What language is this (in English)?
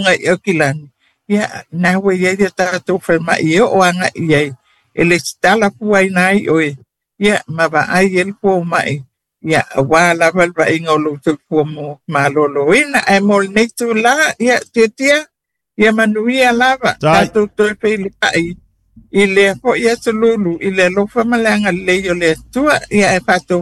Samoan